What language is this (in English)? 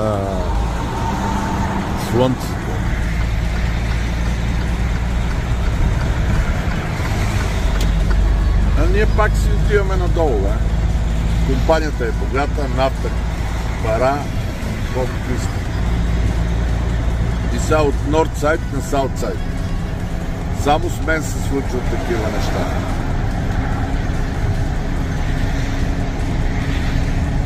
Bulgarian